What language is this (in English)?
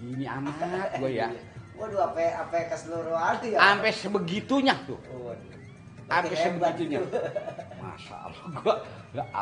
Betawi